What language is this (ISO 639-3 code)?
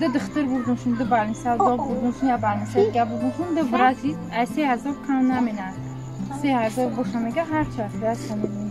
tgk